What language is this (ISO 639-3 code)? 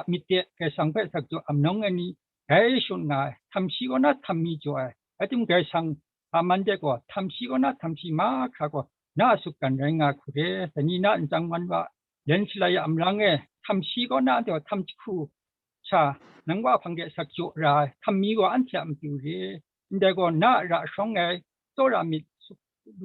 kac